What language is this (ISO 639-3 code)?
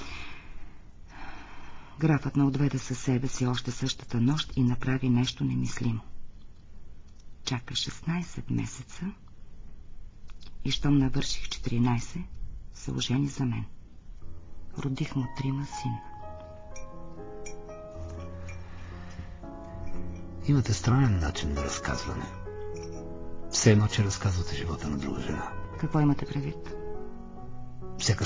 bul